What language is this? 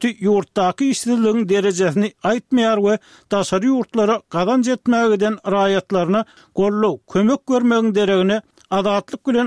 Turkmen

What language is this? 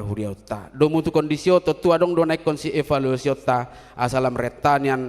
Batak Toba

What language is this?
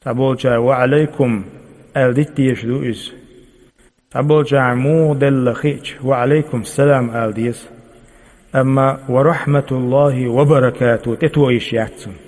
Chechen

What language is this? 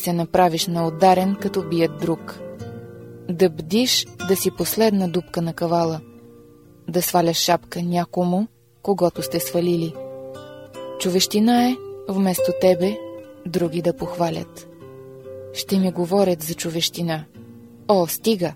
Bulgarian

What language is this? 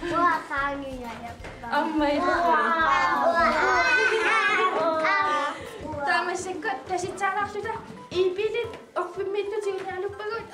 Kalaallisut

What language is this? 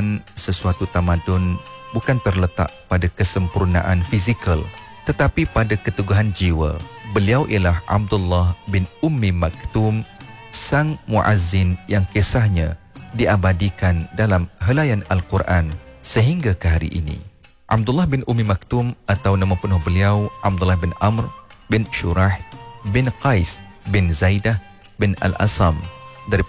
Malay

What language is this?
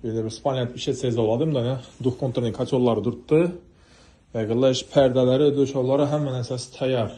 Uzbek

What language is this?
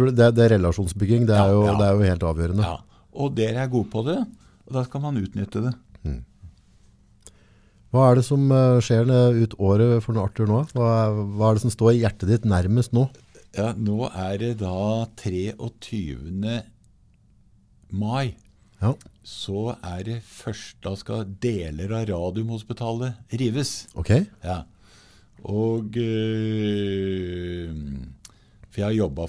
Norwegian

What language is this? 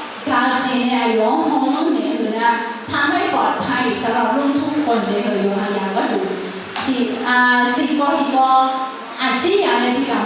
Akha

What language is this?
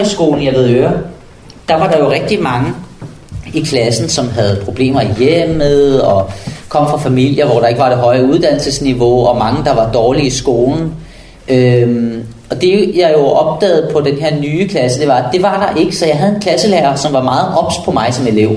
Danish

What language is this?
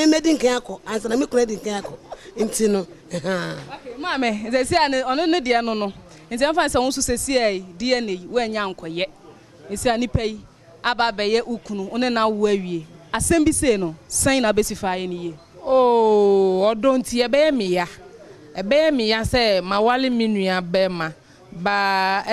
Akan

